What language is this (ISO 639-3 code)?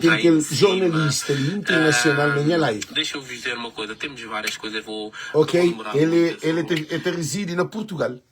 kea